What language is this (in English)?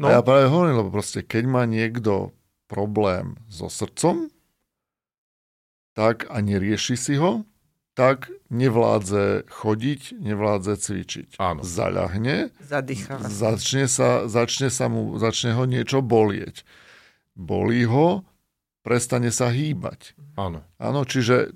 Slovak